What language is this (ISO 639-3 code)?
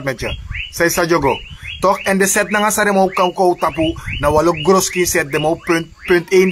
srn